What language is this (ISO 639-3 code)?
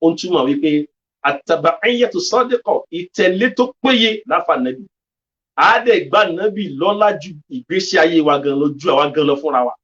yor